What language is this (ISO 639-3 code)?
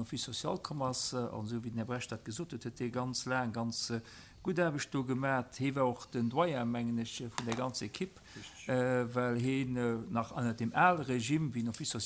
ltz